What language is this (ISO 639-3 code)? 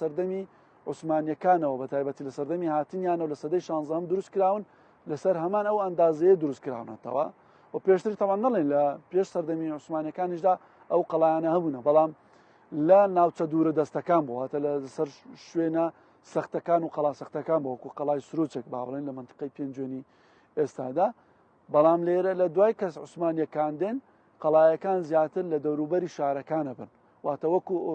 ckb